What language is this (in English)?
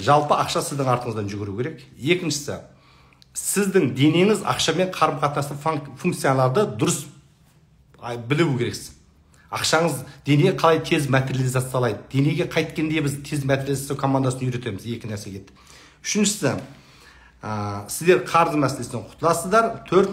Kazakh